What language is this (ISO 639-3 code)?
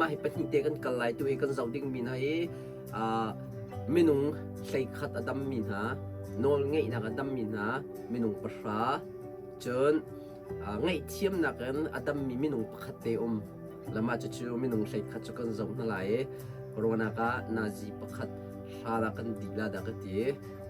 cnh